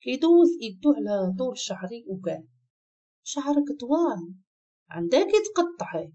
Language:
Moroccan Arabic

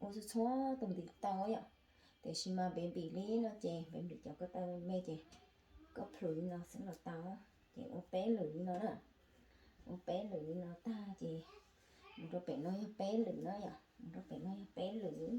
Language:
Hmong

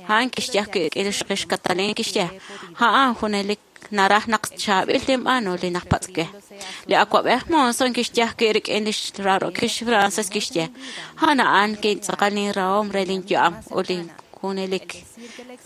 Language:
Kekchí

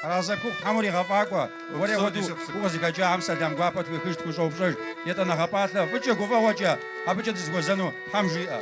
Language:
Kabardian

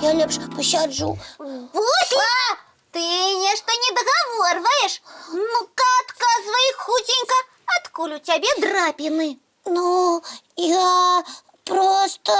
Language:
Belarusian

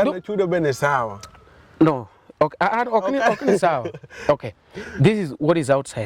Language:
Luo (Kenya and Tanzania)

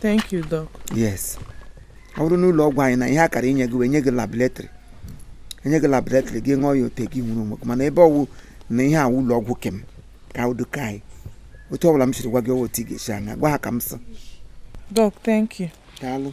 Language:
Igbo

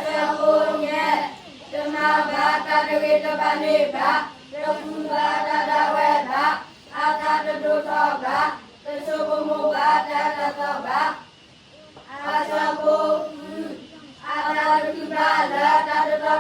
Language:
S'gaw Karen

